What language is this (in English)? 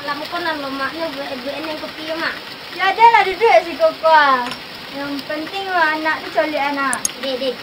Minangkabau